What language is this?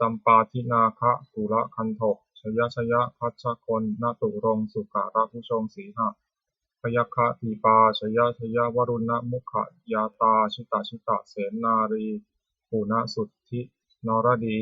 Pali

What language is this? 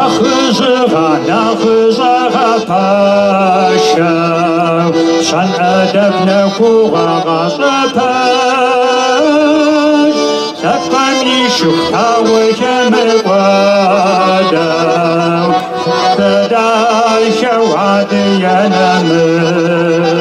Kabardian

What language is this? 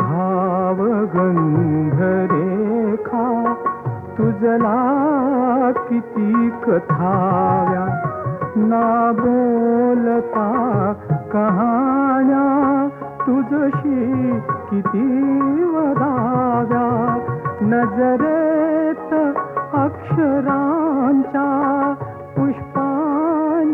Marathi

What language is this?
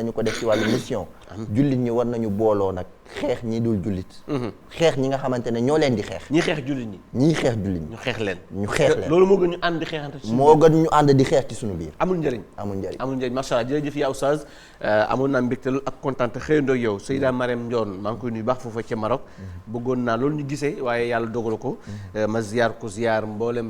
Wolof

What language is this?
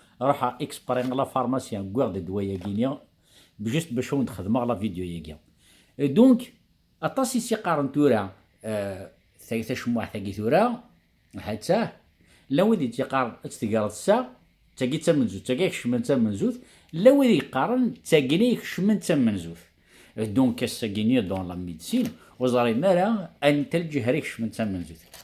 Kabyle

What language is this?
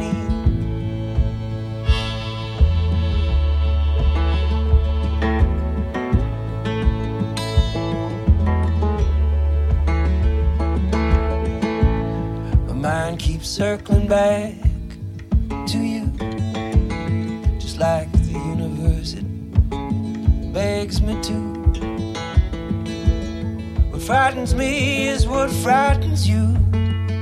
English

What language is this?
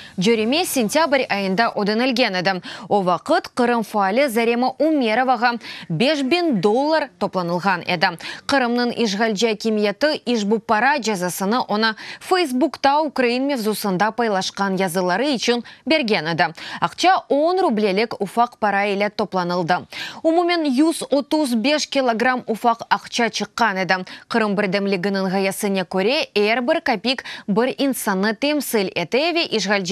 Crimean Tatar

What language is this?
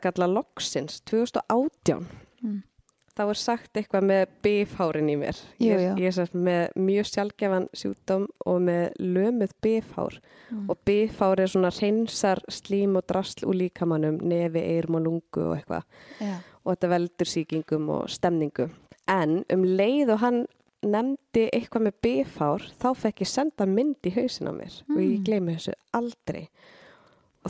Icelandic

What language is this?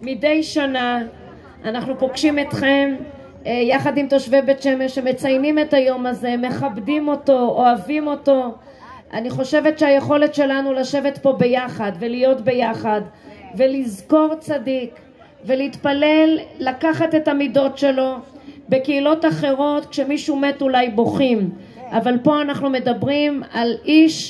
Hebrew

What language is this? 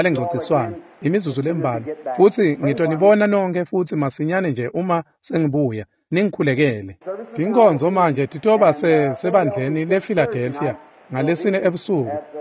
Swati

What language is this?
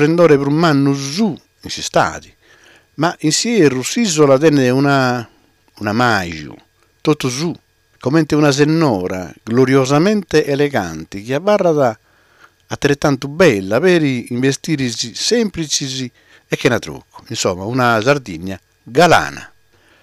Sardinian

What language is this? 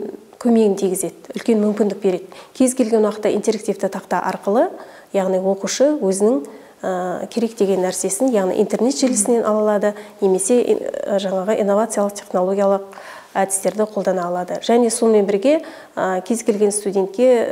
Kazakh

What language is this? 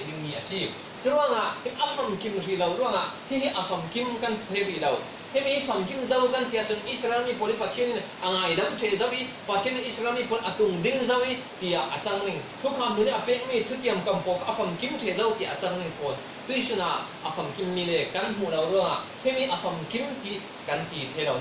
Falam Chin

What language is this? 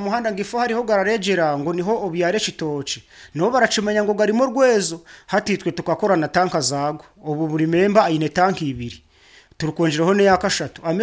Nyankole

